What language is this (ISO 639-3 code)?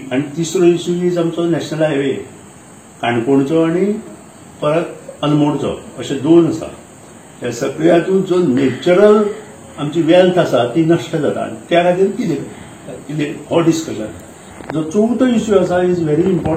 kok